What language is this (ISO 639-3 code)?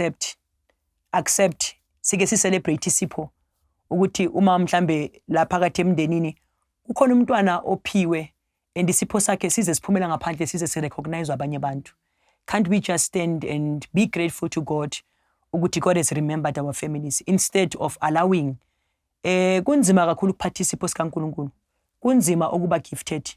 zul